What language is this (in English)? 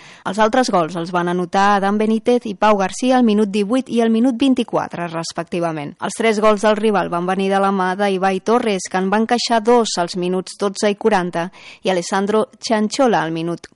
Catalan